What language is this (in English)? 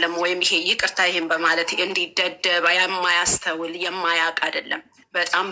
Amharic